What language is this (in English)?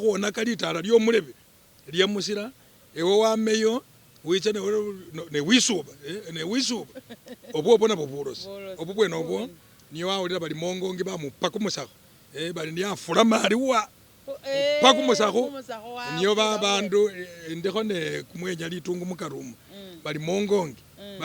Masaaba